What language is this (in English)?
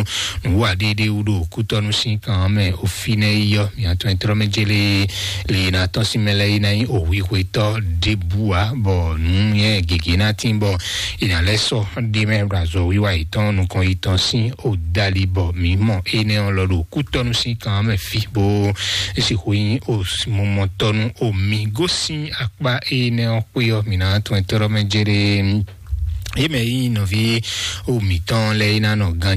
Fon